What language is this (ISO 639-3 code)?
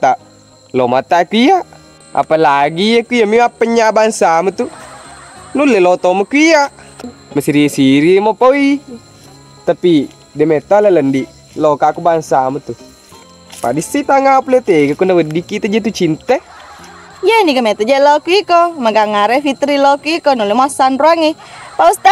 bug